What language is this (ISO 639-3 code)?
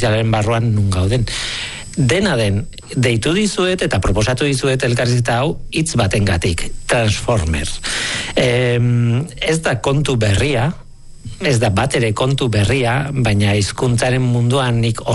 eus